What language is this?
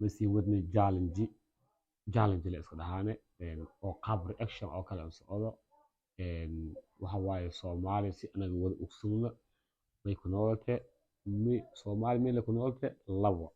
Somali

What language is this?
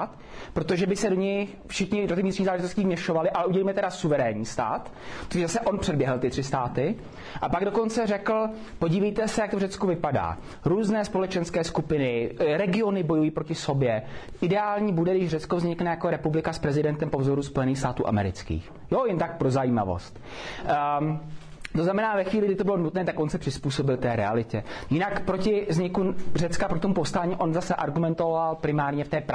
Czech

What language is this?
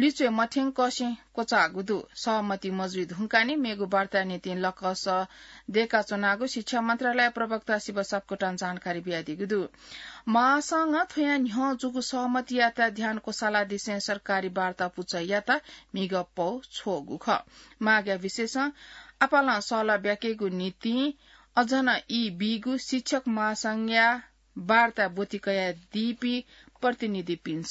Newari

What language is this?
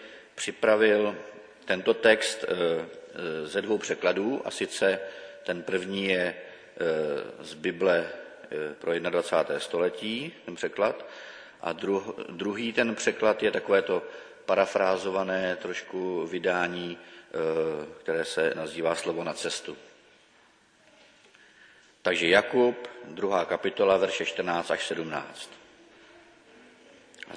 Czech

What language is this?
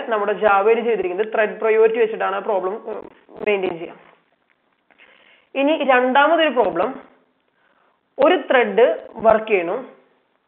Malayalam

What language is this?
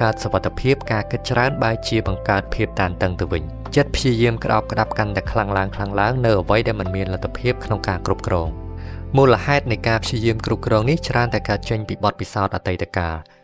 Khmer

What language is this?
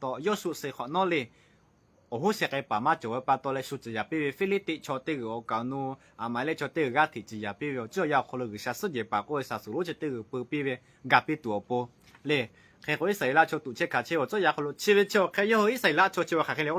Lahu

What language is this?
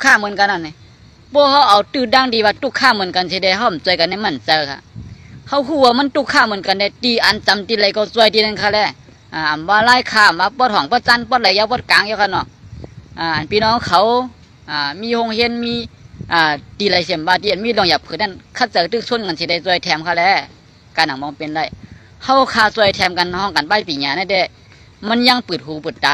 Shan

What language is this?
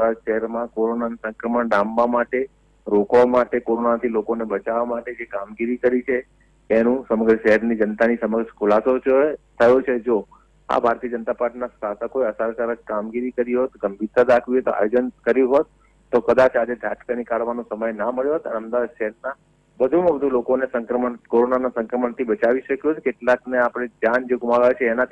Gujarati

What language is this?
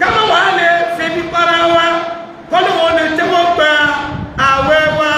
Yoruba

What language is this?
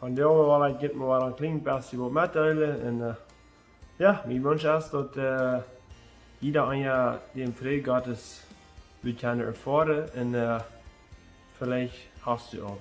Plautdietsch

